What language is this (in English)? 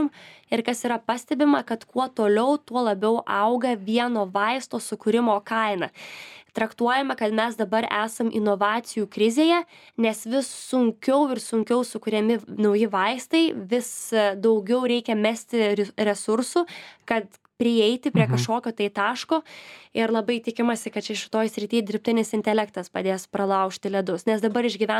Lithuanian